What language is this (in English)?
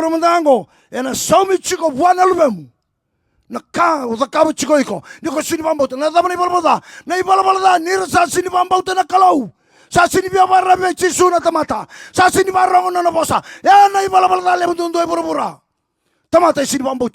Fijian